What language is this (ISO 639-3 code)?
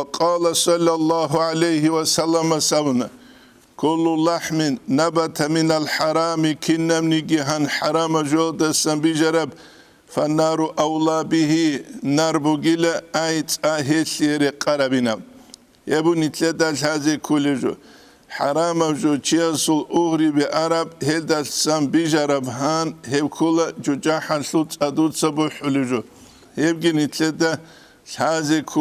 ava